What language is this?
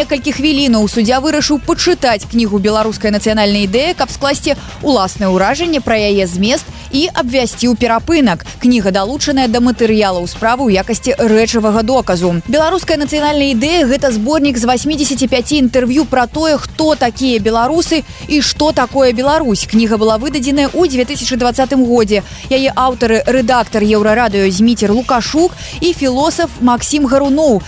Belarusian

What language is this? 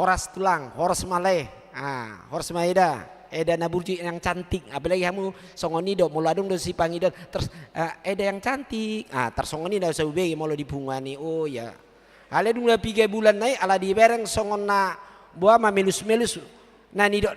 Batak Toba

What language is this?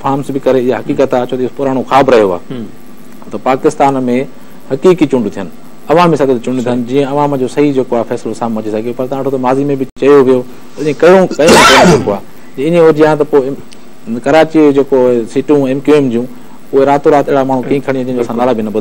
Sindhi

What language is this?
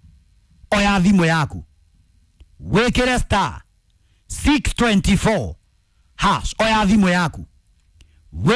Kikuyu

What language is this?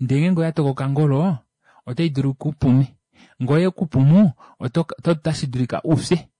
Kuanyama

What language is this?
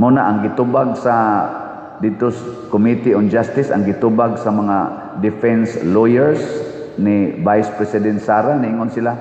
Cebuano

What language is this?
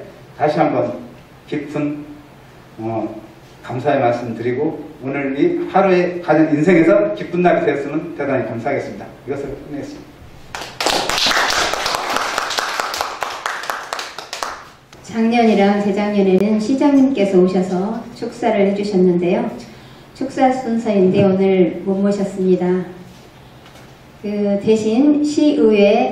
Korean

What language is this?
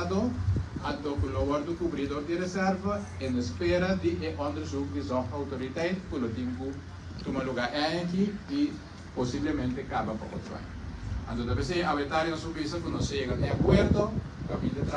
Papiamento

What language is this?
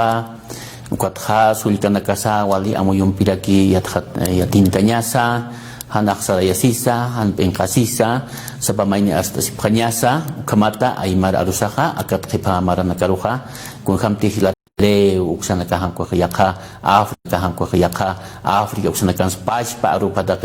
Aymara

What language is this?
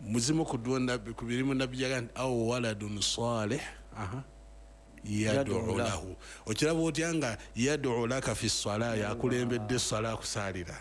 Ganda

